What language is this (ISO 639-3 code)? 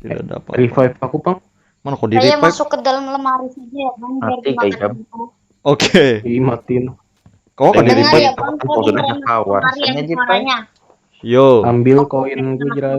bjn